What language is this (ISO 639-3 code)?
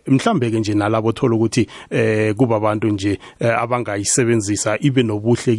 nbl